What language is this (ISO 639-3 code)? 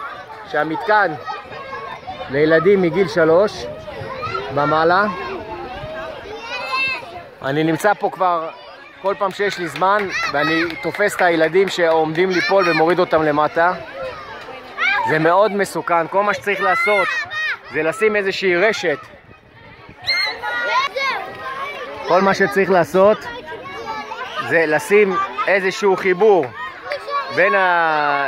heb